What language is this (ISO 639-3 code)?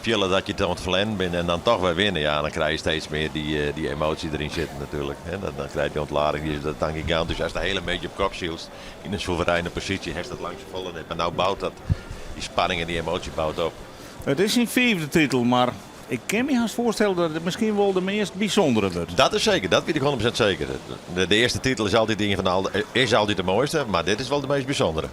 fry